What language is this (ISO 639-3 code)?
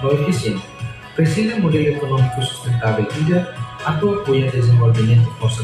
tet